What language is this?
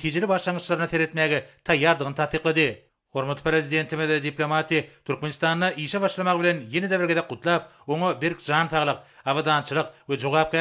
Turkmen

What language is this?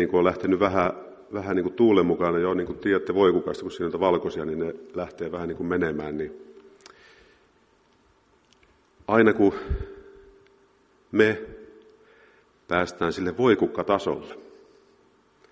Finnish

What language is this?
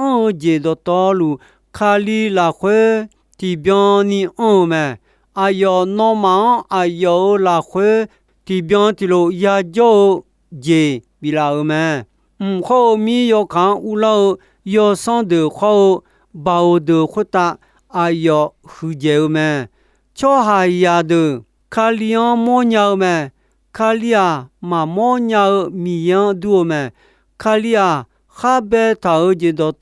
Akha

